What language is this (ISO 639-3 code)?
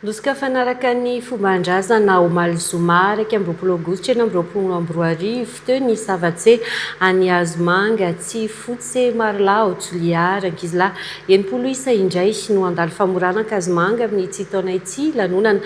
mlg